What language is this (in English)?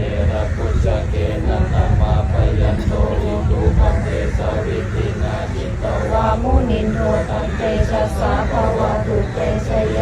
Pali